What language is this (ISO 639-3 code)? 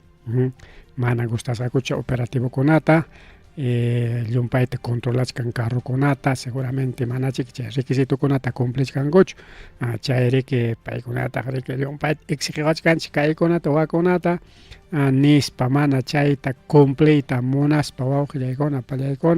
quy